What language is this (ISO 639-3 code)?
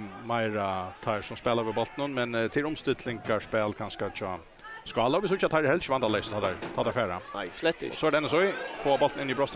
fao